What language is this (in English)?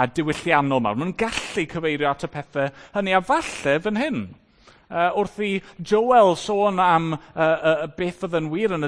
Welsh